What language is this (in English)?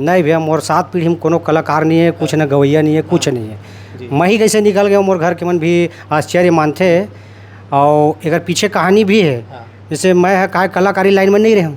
Chhattisgarhi